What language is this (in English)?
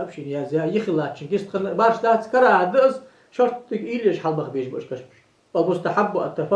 Ingush